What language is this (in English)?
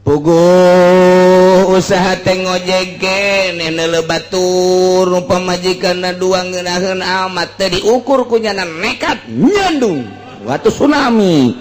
Sundanese